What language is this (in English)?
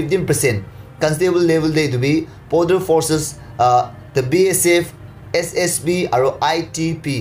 Naga Pidgin